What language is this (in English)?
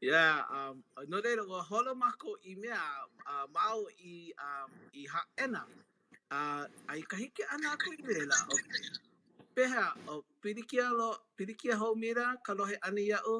Hawaiian